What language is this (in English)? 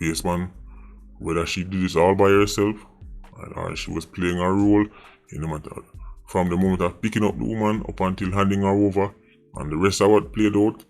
Jamaican Creole English